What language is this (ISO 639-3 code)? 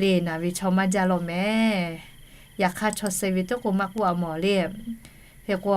lhu